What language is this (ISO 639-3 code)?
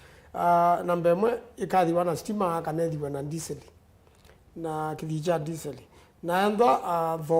kam